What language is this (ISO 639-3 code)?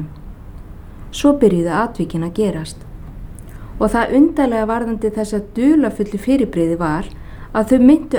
isl